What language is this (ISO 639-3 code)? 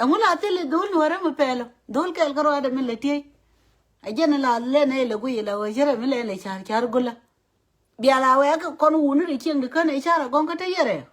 nus